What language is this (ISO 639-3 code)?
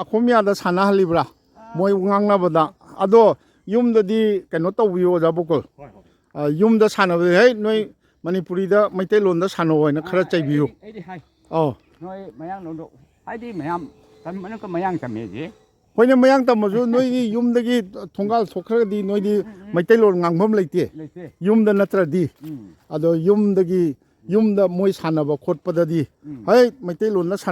mni